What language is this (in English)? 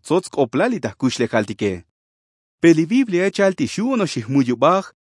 Tzotzil